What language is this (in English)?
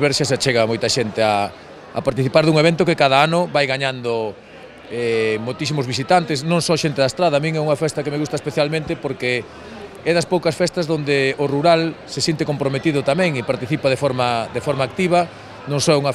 Galician